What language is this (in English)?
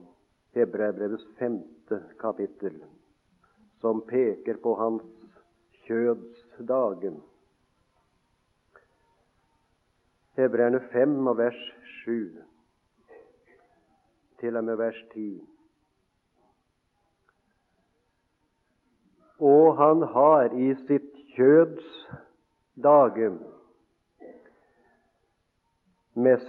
Norwegian